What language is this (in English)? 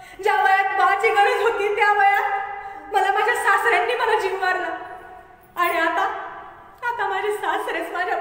Marathi